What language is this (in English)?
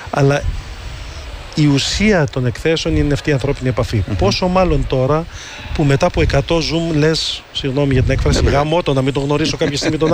Greek